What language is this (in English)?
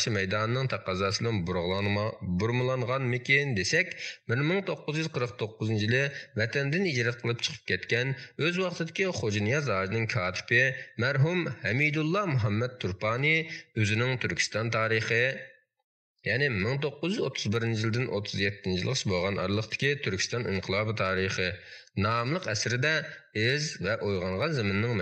Uyghur